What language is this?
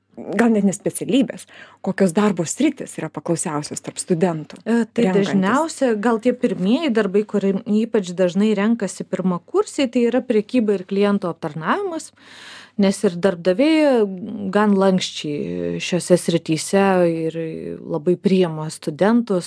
Lithuanian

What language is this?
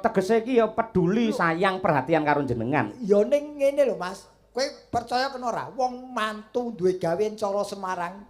Javanese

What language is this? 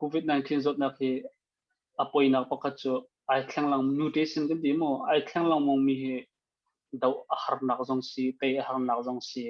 Hakha Chin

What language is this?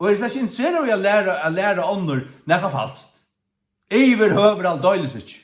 Faroese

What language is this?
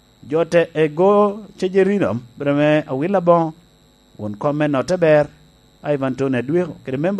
Lango (Uganda)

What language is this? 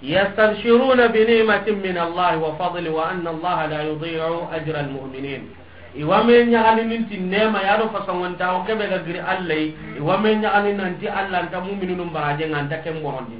Soninke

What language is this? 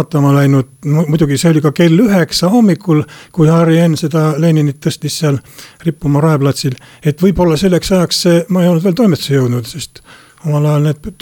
Estonian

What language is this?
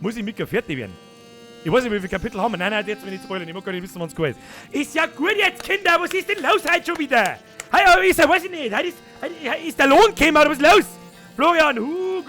Bavarian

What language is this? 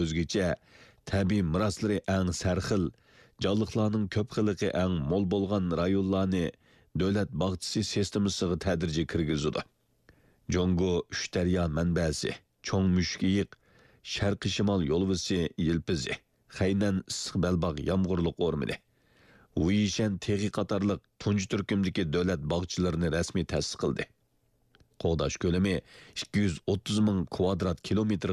Uyghur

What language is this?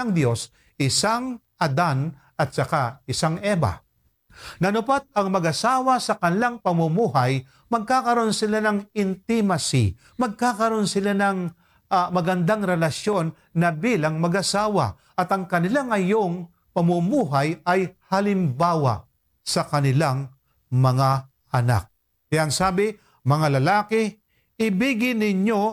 Filipino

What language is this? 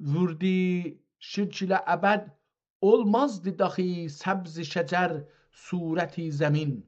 South Azerbaijani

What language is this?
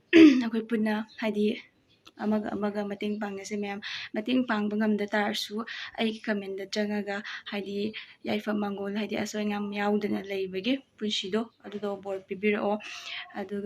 Manipuri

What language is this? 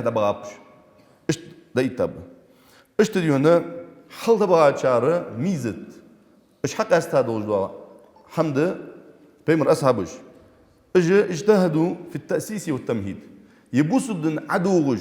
Ingush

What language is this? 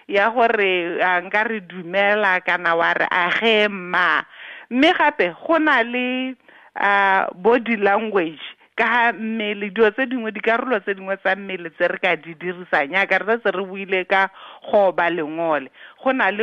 Tswana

